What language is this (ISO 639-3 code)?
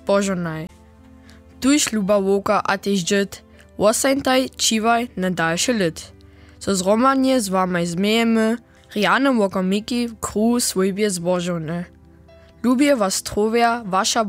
hsb